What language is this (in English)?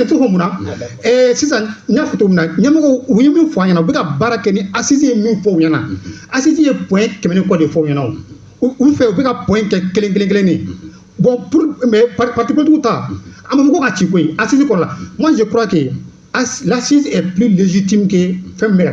Bambara